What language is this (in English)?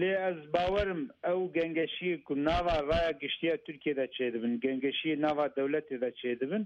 Kurdish